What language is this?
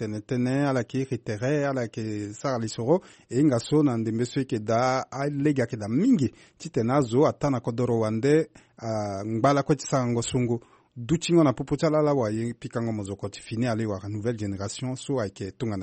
Sango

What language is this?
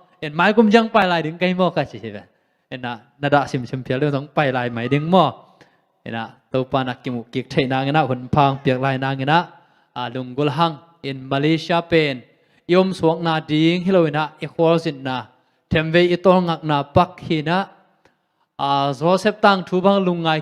Tedim Chin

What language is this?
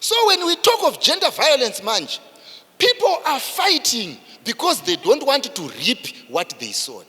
Shona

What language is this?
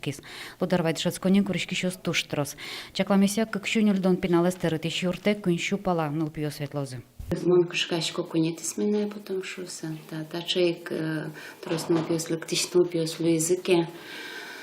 Udmurt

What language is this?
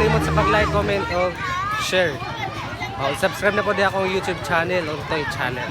Cebuano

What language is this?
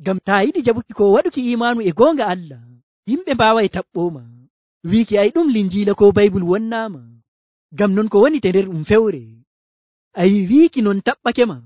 Nigerian Fulfulde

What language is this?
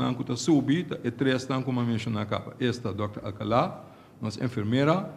Papiamento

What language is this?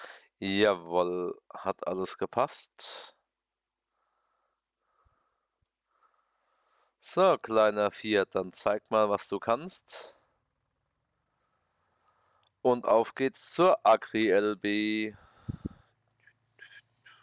German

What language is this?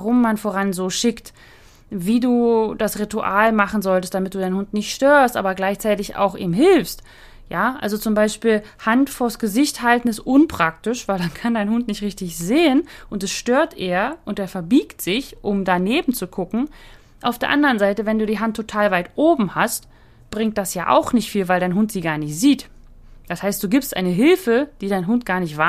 German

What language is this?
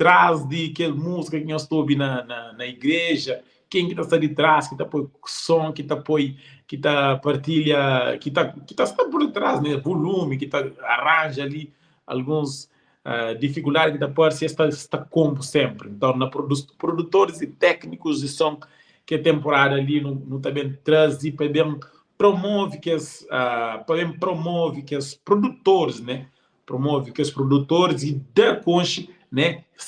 Kabuverdianu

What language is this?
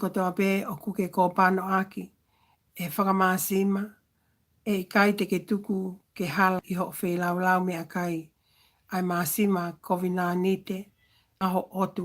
Tongan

